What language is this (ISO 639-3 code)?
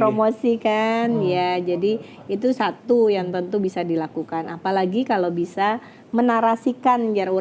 bjn